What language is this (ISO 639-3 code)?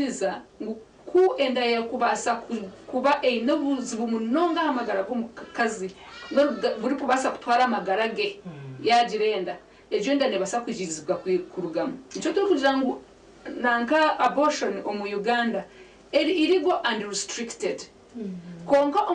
nyn